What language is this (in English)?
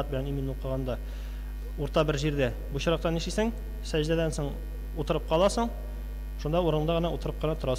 Tatar